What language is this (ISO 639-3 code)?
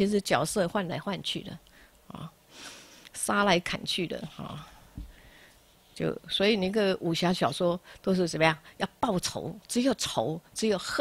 zho